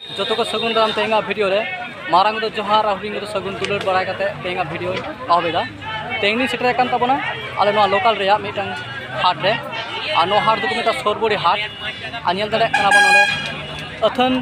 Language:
Santali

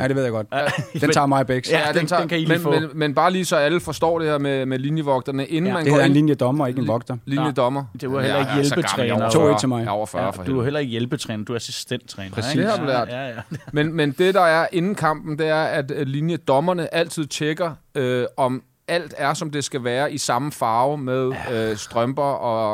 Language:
Danish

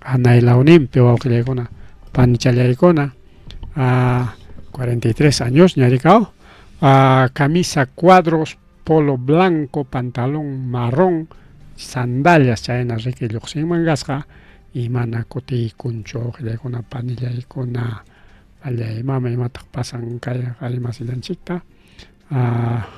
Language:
Ayacucho Quechua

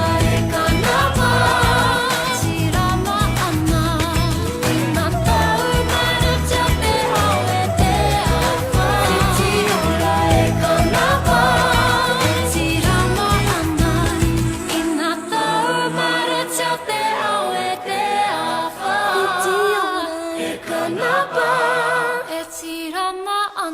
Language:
Māori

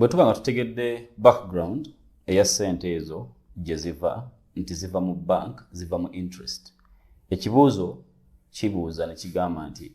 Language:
Ganda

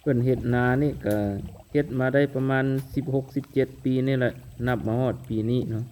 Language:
Lao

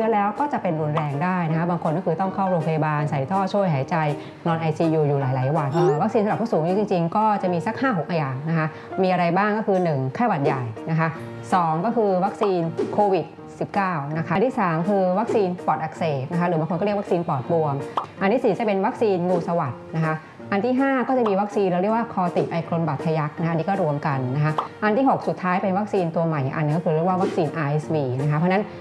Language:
Thai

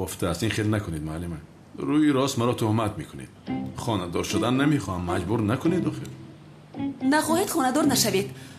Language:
Tajik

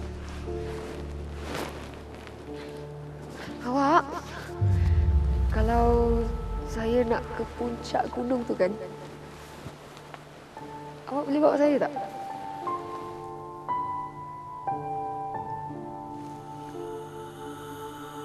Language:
Malay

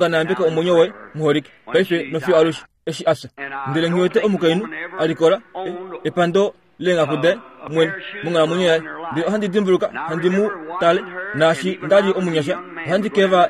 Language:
Kuanyama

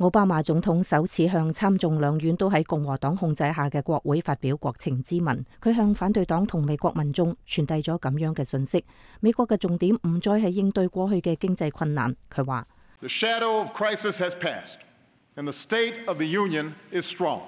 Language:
Cantonese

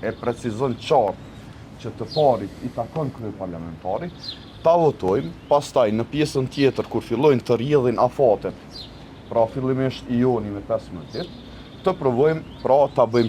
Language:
Albanian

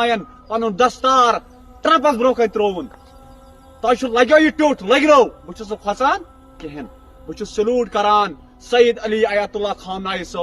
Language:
Kashmiri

